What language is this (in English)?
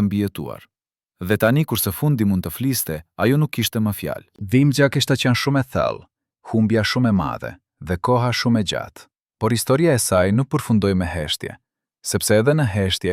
Albanian